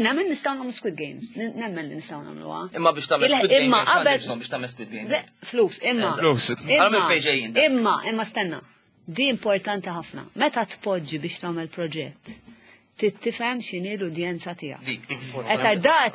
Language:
Maltese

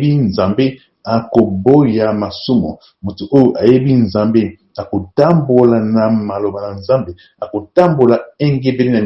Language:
Lingala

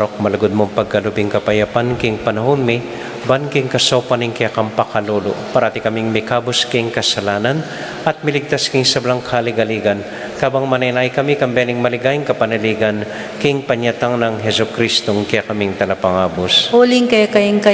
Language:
Pampanga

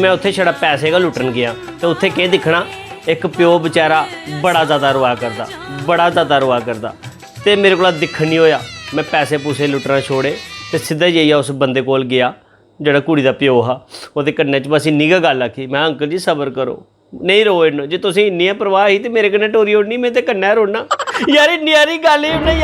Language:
Dogri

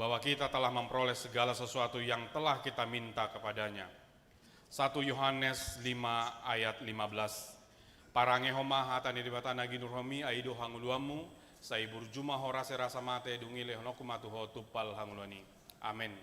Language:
Batak Toba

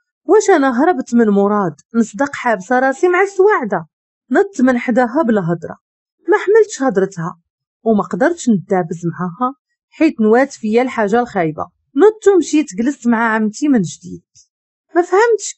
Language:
Moroccan Arabic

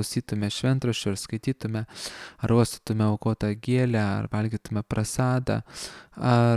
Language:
Lithuanian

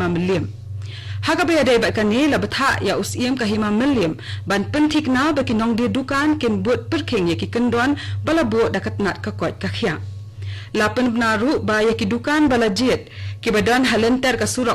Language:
Khasi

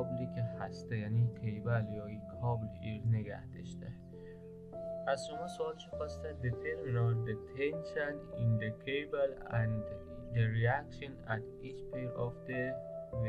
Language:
Persian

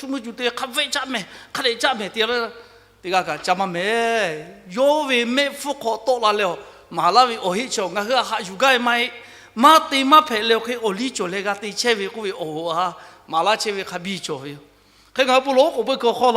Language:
Lahu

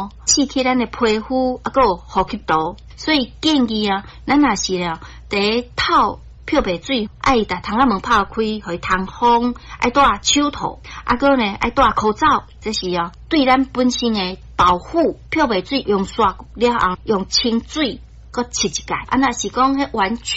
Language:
Min Nan Chinese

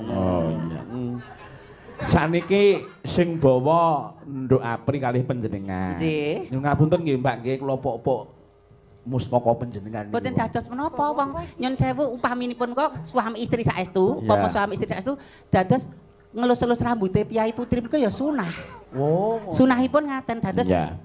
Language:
Javanese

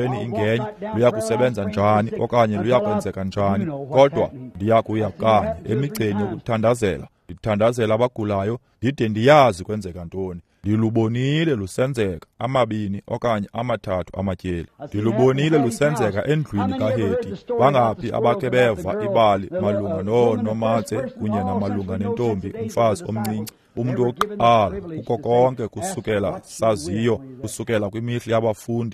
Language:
Xhosa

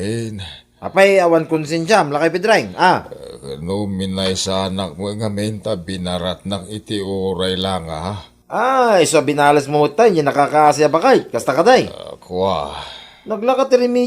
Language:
Iloko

